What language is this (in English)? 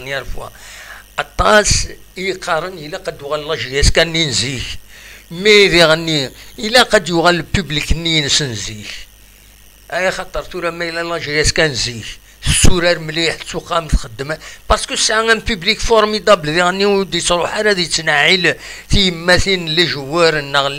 Kabyle